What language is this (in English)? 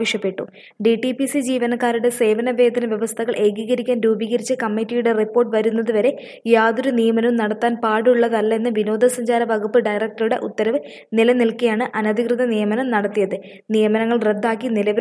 Malayalam